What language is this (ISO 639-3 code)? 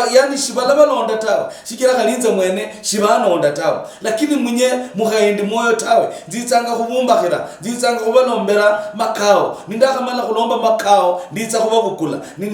luy